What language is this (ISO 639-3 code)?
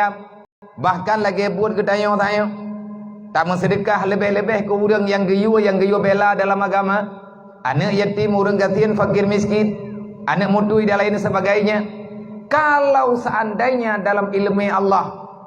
ace